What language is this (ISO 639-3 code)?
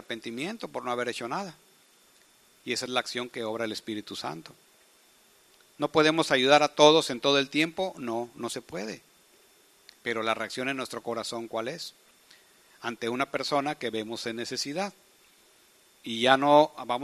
spa